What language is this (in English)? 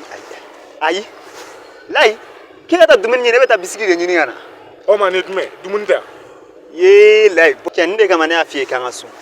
Bambara